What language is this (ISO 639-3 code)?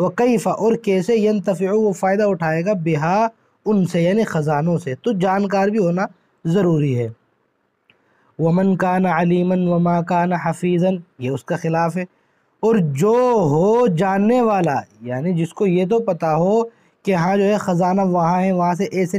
urd